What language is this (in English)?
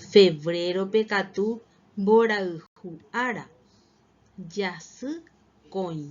Guarani